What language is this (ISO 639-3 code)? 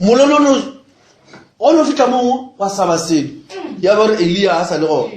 nso